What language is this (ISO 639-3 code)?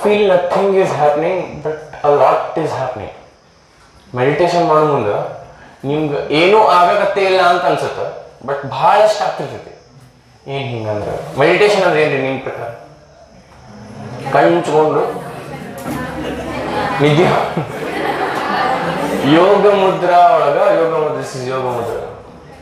kan